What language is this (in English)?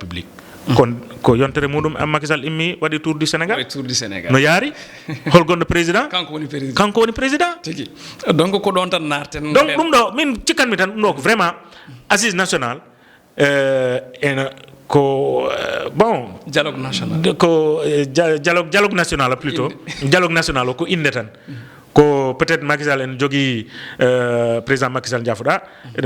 Fula